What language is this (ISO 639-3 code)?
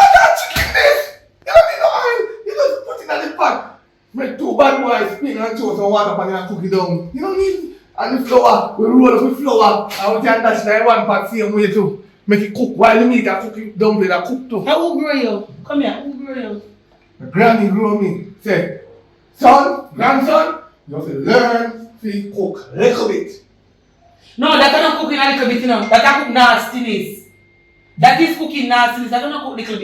jam